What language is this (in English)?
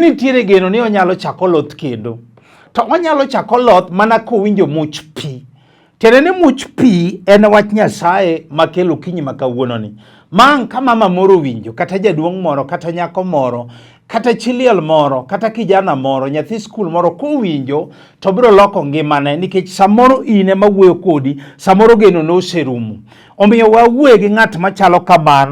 Luo (Kenya and Tanzania)